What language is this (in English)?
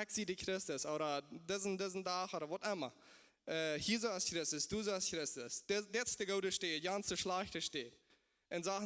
Plautdietsch